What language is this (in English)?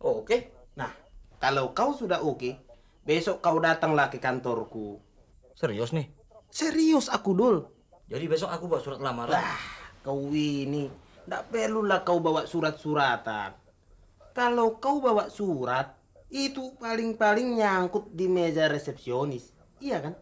Betawi